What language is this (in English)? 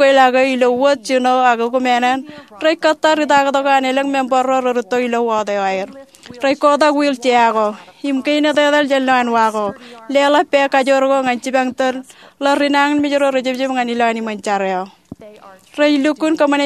Marshallese